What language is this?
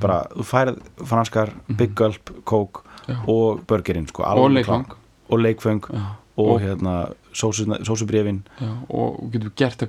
Icelandic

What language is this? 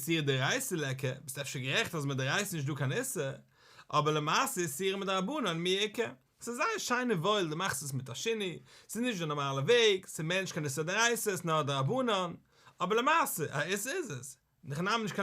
Yiddish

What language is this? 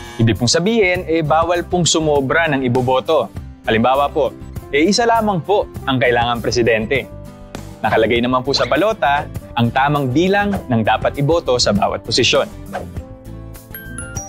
Filipino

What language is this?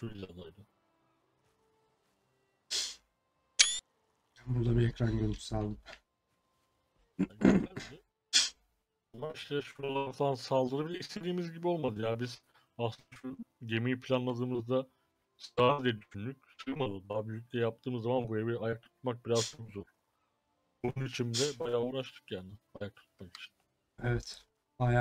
Turkish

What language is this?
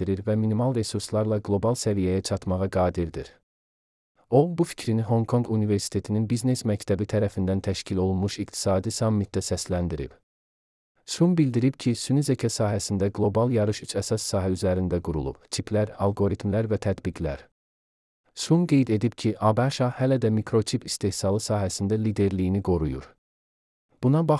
Azerbaijani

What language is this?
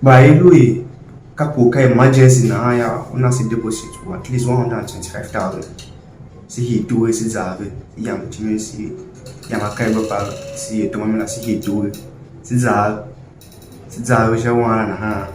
Tiv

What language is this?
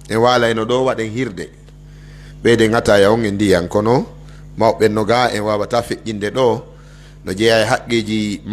Pular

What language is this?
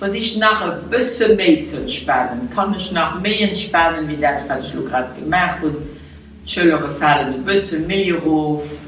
Luxembourgish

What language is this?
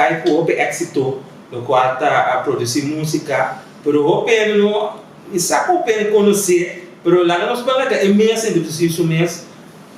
Papiamento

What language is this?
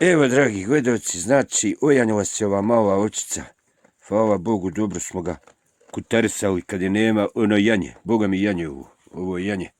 Bosnian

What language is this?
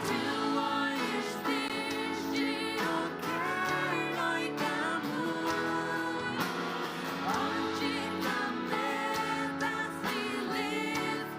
Faroese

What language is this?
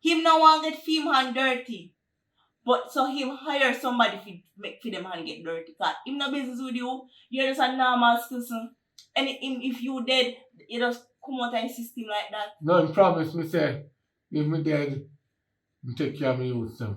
Jamaican Creole English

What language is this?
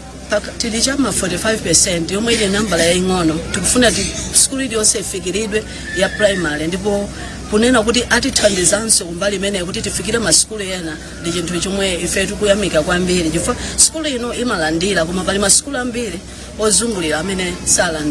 Nyanja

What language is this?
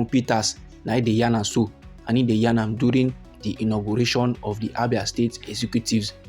Nigerian Pidgin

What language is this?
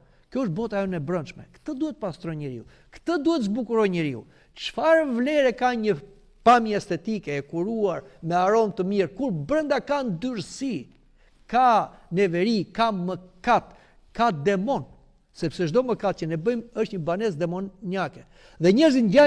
Albanian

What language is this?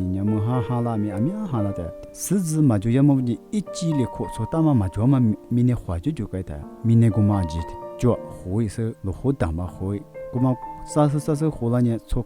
Lisu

